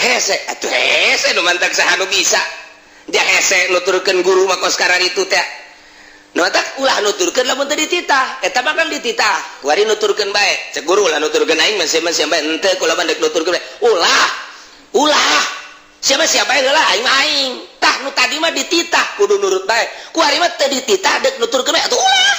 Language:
Sundanese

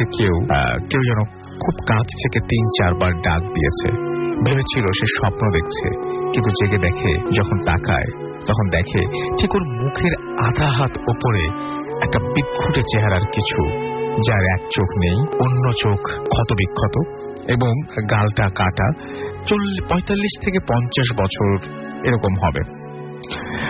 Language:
Bangla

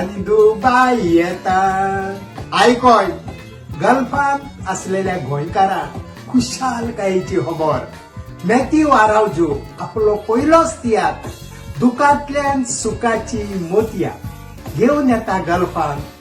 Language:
Konkani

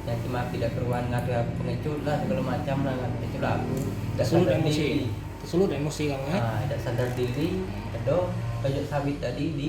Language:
Musi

